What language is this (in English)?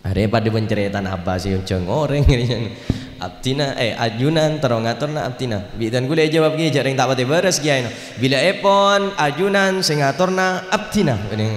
Madurese